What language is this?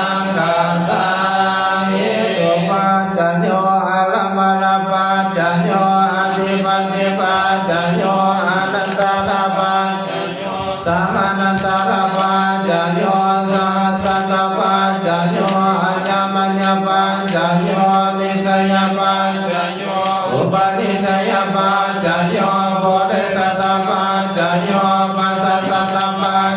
Pali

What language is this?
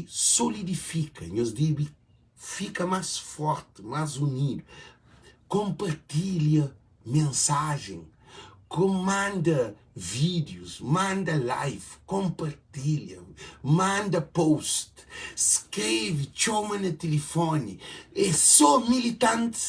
Kabuverdianu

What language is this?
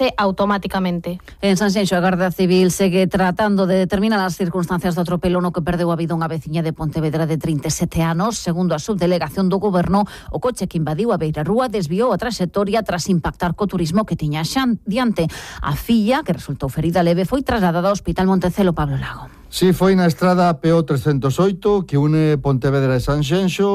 Galician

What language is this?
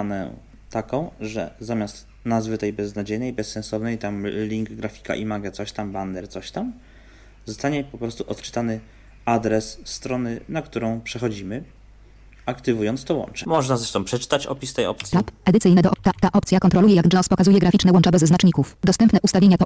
Polish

